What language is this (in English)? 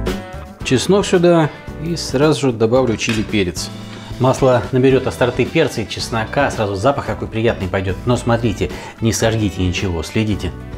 Russian